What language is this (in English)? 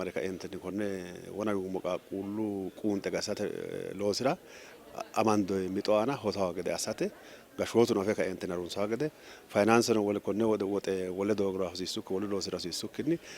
Sidamo